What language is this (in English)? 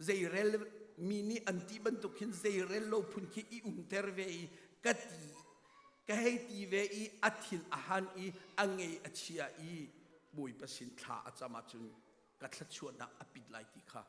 Hakha Chin